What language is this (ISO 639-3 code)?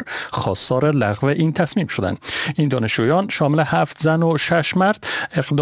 fas